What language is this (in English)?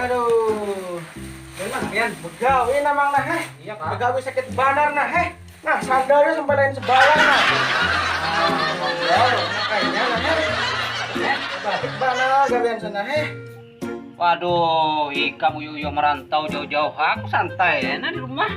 Banjar